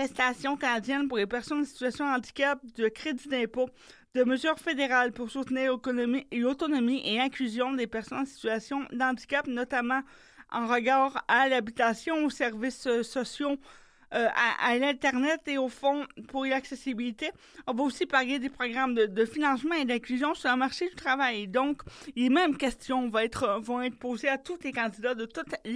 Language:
French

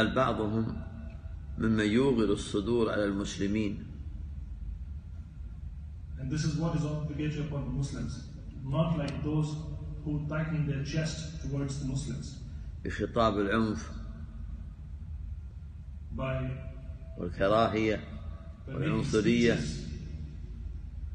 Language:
Arabic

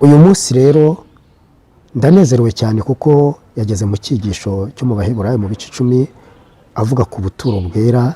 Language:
Kinyarwanda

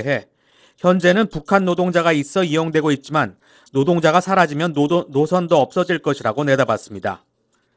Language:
Korean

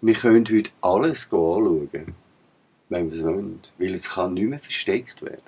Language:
Swiss German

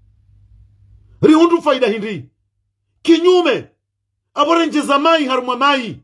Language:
Ngazidja Comorian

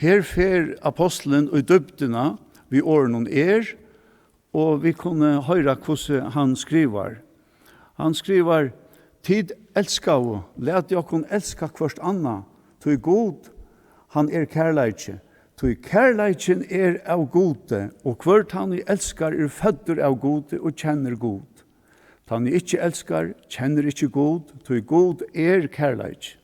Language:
Faroese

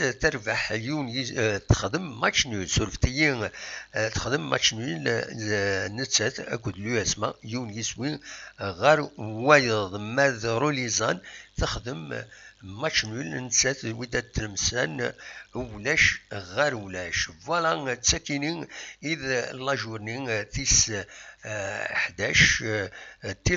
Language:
Kabyle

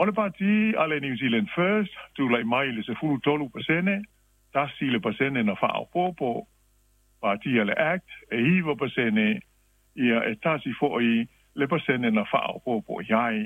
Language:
Samoan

